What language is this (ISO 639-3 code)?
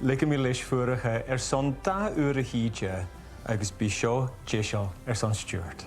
gla